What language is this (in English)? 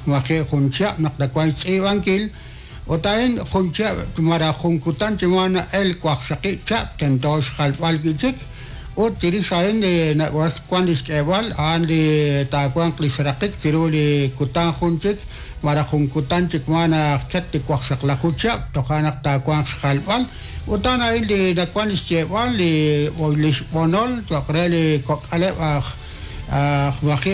Kekchí